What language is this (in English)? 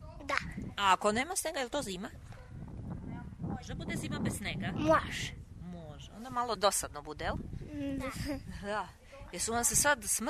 Serbian